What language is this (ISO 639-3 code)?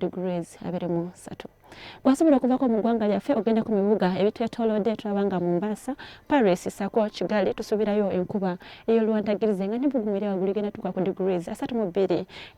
lug